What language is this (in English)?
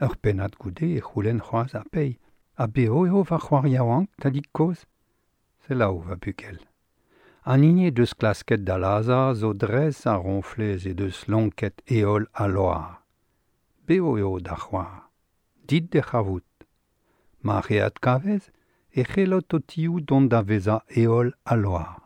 Breton